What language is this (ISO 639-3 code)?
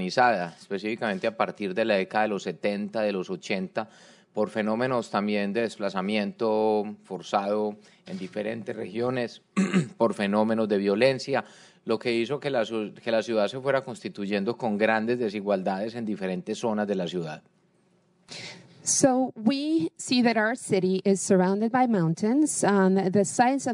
spa